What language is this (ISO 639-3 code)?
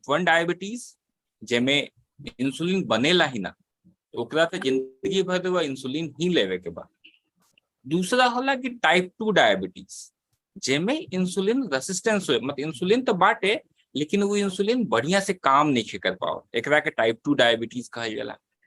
bho